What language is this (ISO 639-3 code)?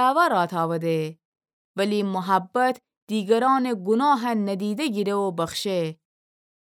glk